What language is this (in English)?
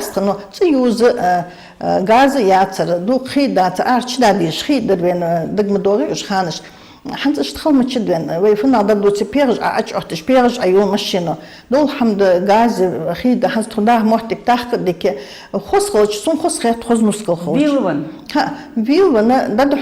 Ingush